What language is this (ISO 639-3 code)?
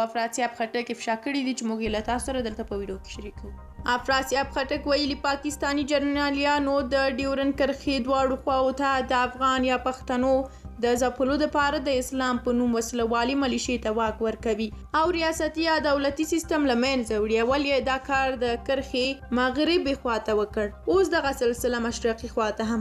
pus